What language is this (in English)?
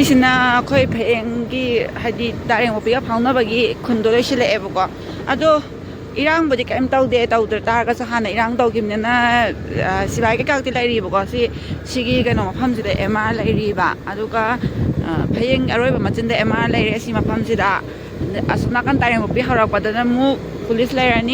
Manipuri